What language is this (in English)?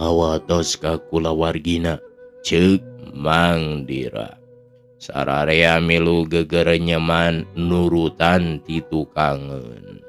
Sundanese